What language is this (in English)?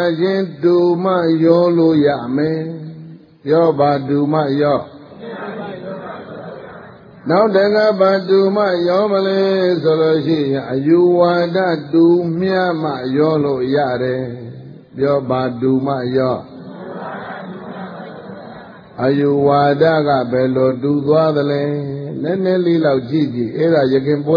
Burmese